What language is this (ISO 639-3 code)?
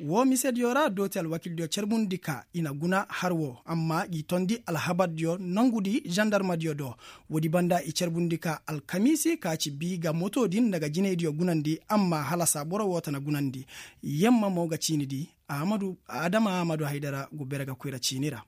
ses